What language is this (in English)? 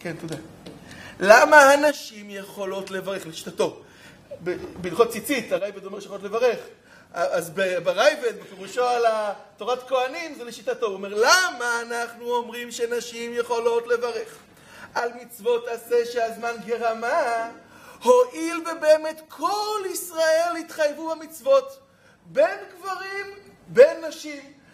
Hebrew